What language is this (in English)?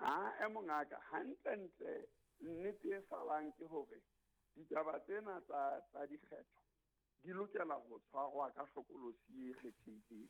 Southern Sotho